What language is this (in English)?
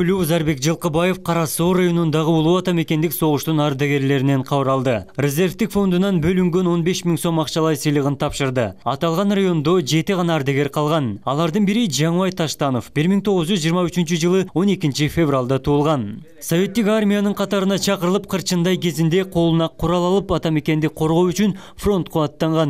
Kyrgyz